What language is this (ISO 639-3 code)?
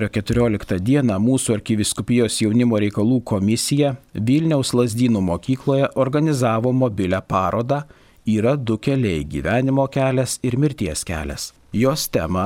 lit